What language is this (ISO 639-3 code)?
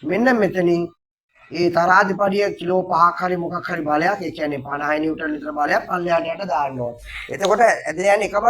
sin